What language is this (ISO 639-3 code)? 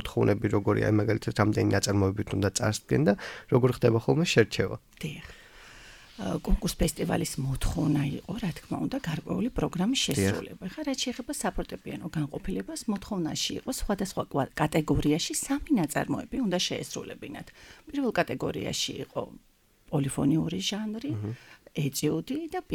kat